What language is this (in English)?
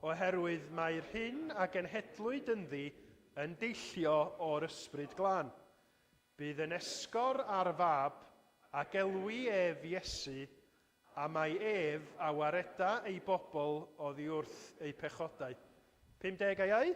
Welsh